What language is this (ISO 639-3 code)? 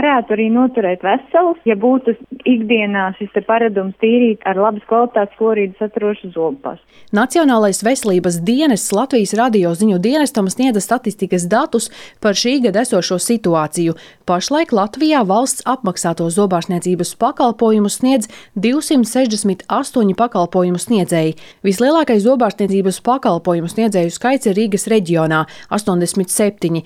lav